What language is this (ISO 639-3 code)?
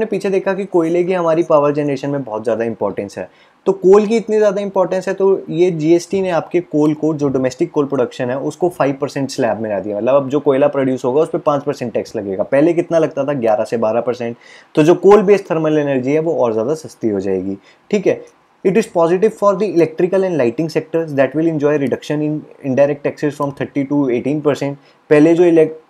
hin